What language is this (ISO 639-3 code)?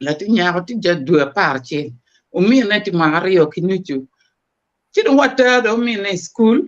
ach